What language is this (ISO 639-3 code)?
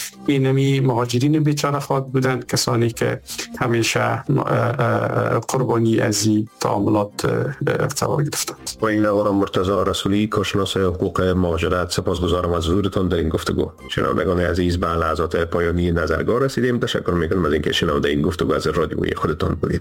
fas